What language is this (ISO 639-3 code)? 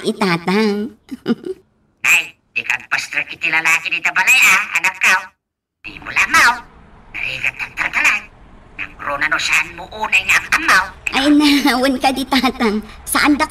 ilo